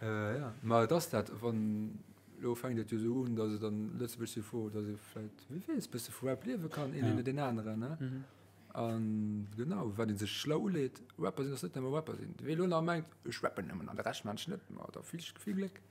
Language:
Luxembourgish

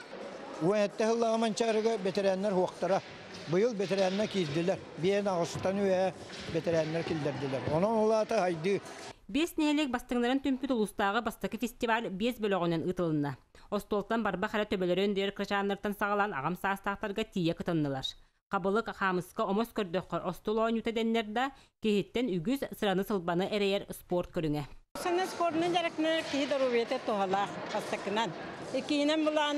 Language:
Yakut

